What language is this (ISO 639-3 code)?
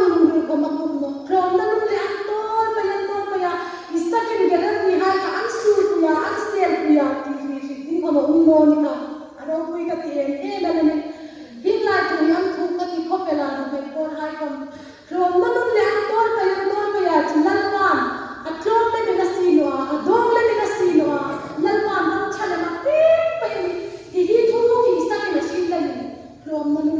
hmr